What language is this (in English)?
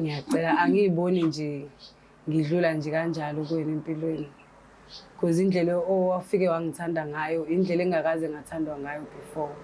Zulu